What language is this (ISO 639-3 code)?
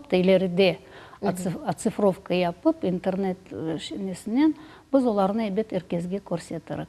crh